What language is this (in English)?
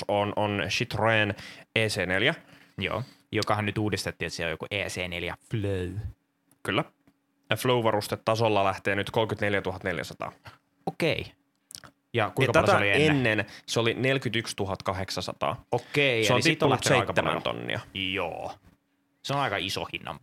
Finnish